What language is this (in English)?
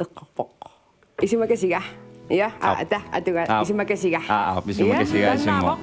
Kalaallisut